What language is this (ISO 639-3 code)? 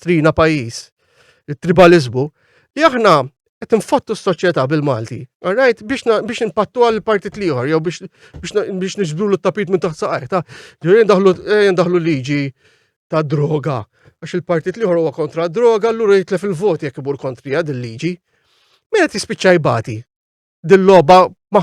mlt